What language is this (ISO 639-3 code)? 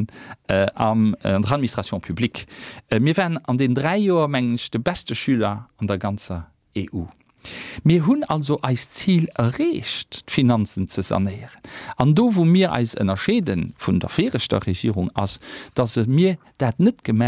ltz